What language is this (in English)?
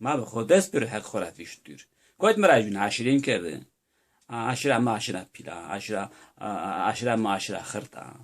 Zaza